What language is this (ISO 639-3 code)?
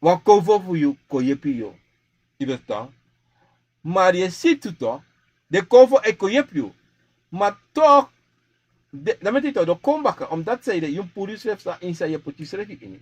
srn